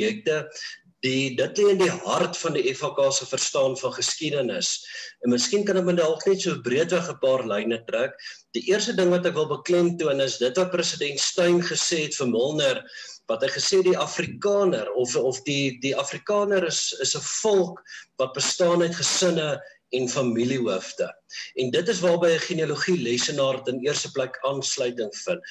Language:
Afrikaans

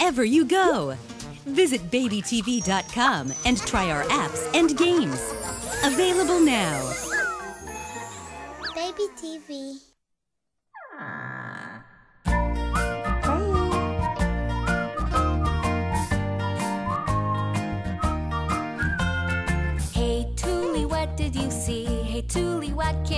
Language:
English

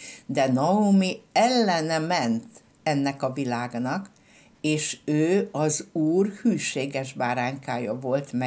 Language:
Hungarian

